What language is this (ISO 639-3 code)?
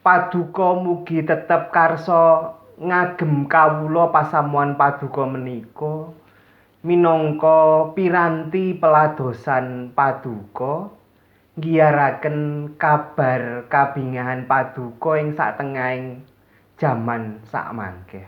jav